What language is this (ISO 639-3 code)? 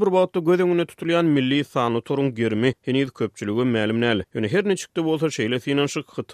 tuk